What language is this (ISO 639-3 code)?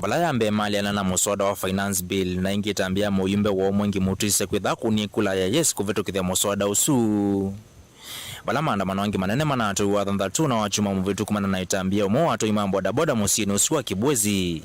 kam